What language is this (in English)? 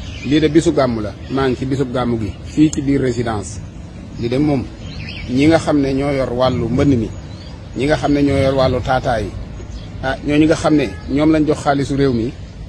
Wolof